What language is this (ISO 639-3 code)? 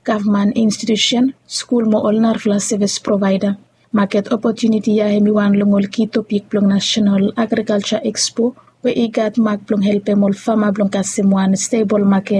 bis